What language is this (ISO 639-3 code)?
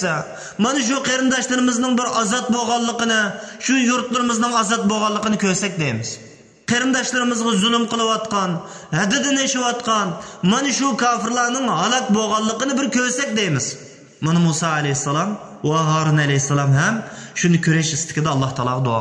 uig